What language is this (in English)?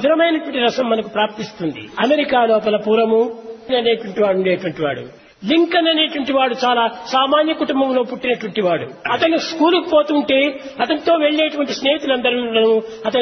Telugu